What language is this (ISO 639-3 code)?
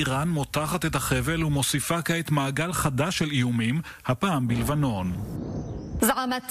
heb